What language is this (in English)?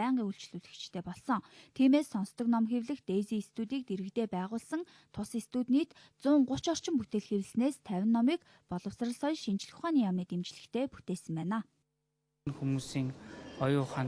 Mongolian